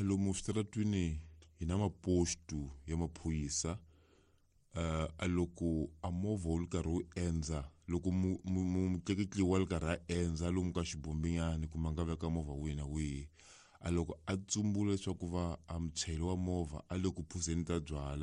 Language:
Tsonga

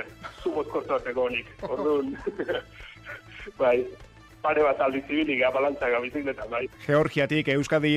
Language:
Basque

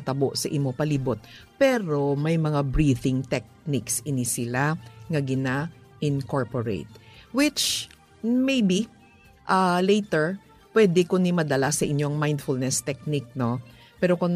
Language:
Hiligaynon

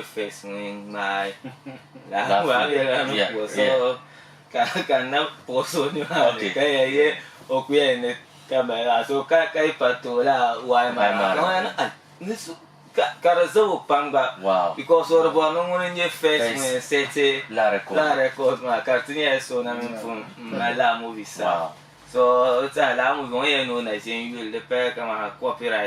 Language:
Dagbani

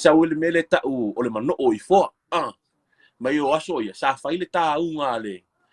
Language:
Samoan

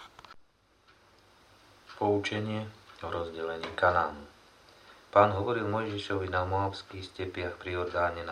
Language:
Slovak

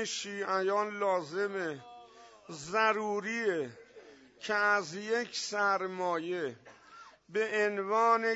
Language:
Persian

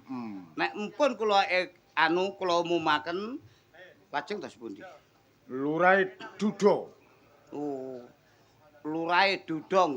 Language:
Javanese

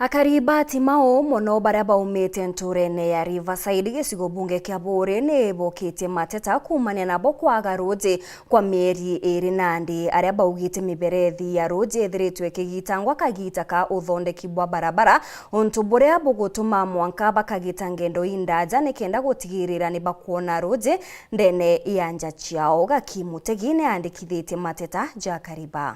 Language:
Meru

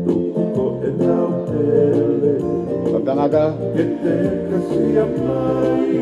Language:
Tongan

